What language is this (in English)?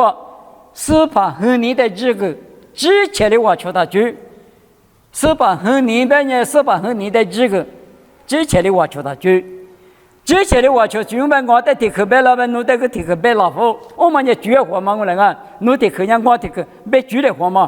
Lisu